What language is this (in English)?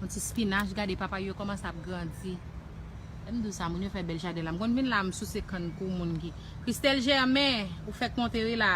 Haitian Creole